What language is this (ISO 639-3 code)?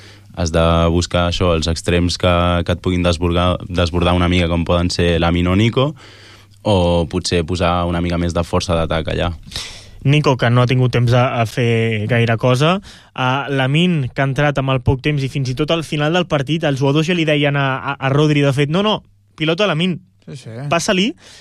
cat